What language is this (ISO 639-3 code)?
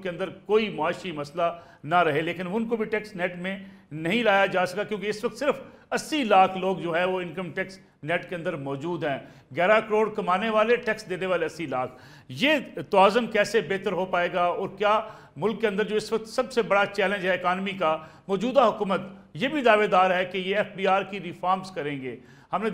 urd